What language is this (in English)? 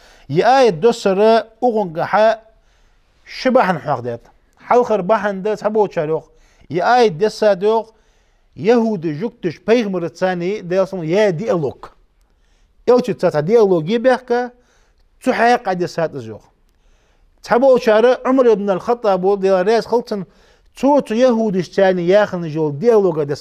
Ingush